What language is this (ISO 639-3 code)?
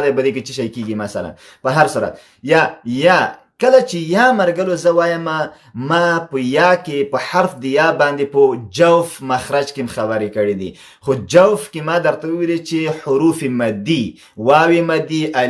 pus